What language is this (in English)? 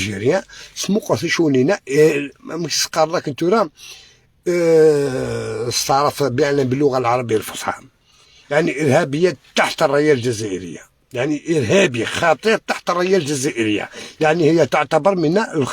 Algerian Arabic